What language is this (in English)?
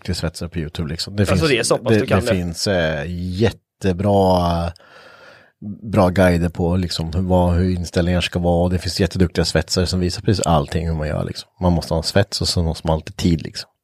Swedish